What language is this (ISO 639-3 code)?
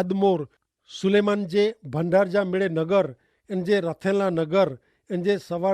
kfr